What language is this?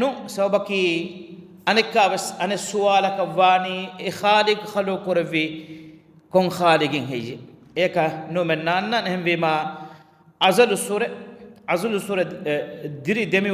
Divehi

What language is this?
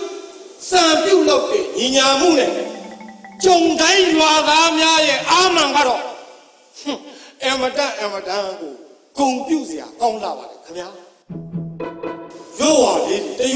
Burmese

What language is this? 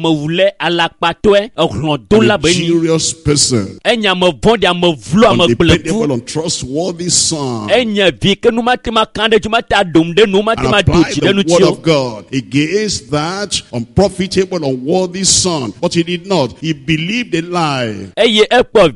Ewe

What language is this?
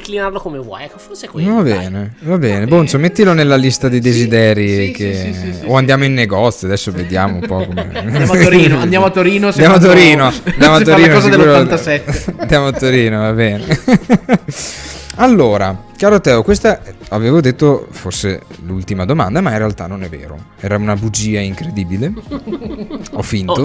Italian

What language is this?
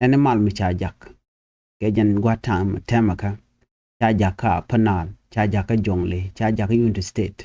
Nuer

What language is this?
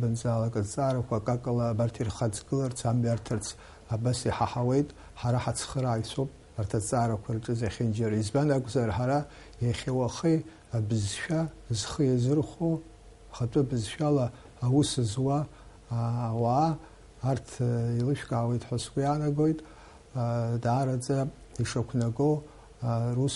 Abkhazian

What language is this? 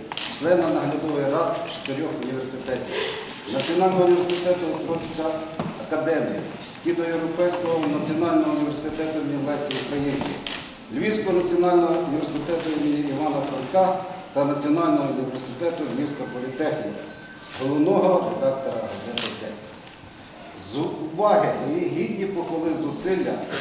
Ukrainian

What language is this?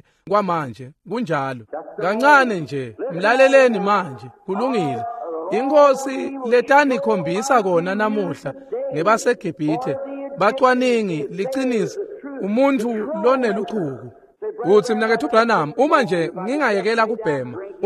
Swati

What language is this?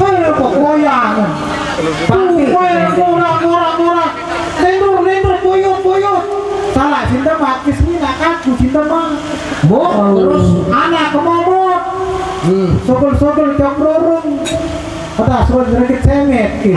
Sasak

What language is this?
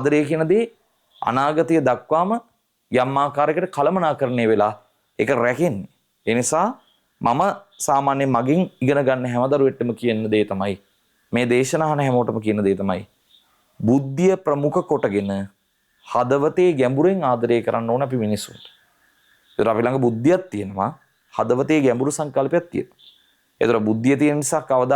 Sinhala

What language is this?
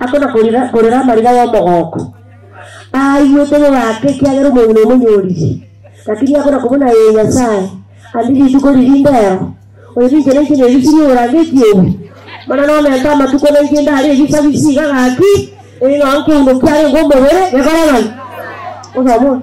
Gusii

